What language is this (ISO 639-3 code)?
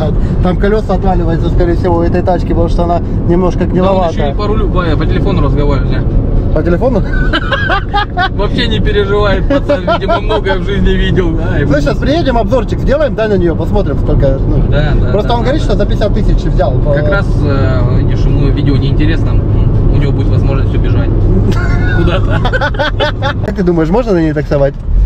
rus